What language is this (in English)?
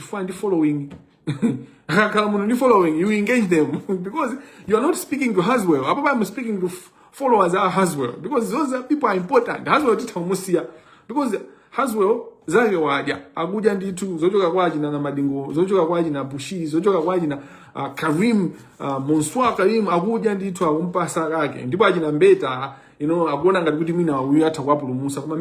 Nyanja